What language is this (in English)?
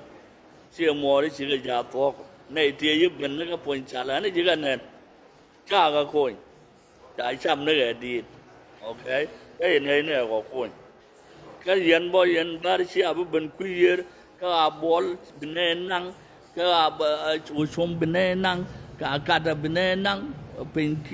Nuer